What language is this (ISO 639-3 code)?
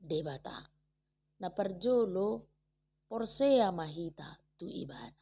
bbc